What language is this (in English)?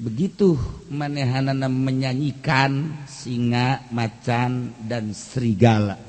Sundanese